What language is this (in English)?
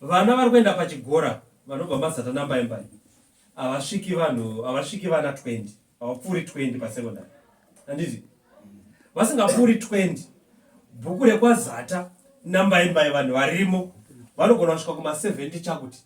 Shona